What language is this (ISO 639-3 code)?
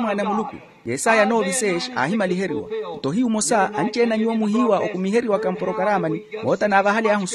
vmw